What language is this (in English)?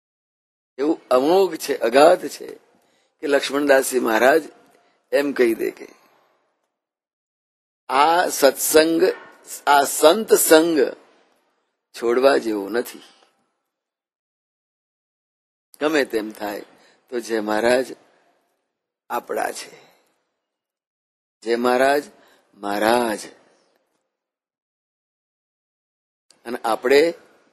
Gujarati